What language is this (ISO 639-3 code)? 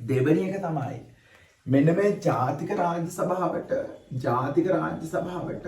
sin